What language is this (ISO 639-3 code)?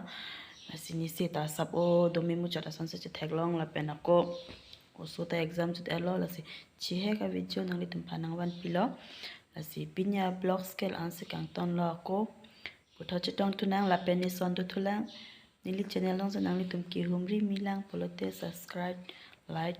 mjw